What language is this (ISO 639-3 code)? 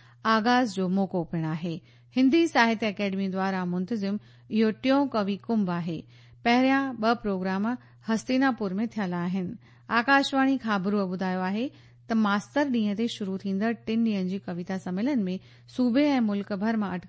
snd